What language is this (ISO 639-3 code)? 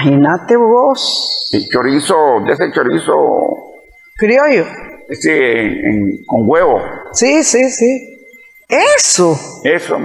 spa